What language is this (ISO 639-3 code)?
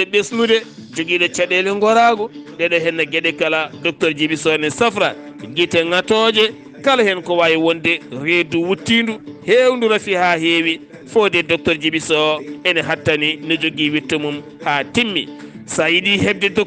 ful